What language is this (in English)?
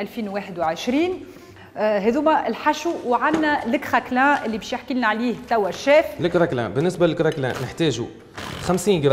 Tunisian Arabic